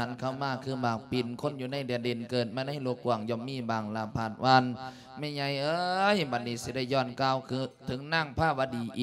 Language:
Lao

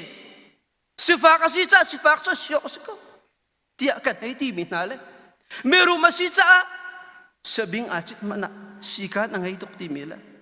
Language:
Hakha Chin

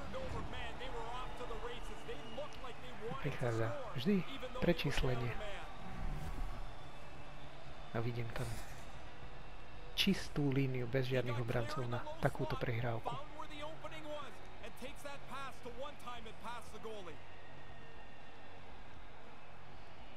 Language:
Slovak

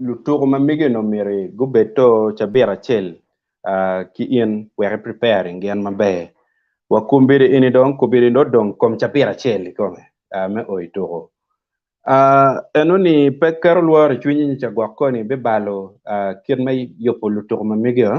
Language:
Acoli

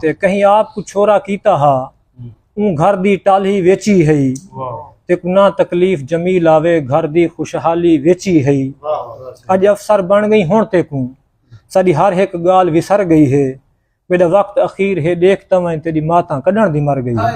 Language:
Saraiki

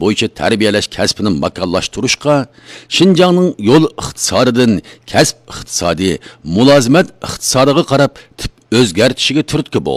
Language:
Uyghur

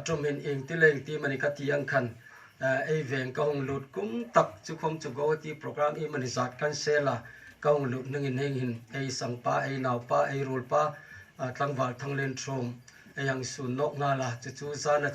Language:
Hmar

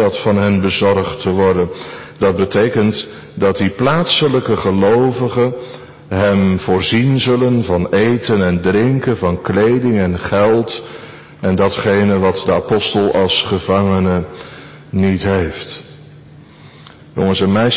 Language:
Dutch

